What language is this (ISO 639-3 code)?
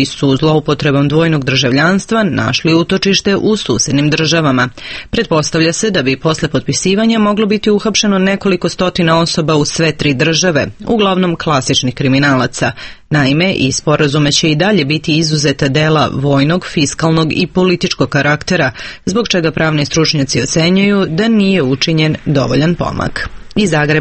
srp